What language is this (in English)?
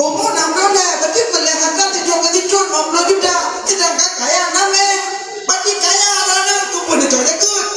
Achinese